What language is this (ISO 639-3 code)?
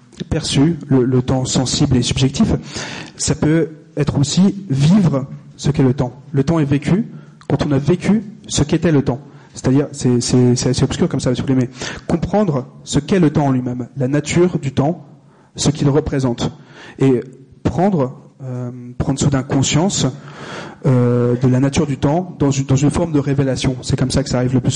fra